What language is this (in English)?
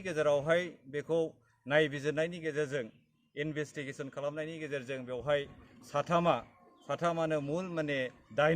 Bodo